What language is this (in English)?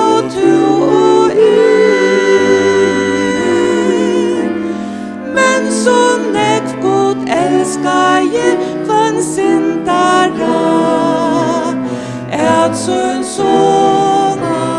Faroese